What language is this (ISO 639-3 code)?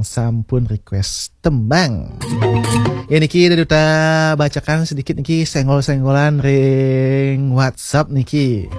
ban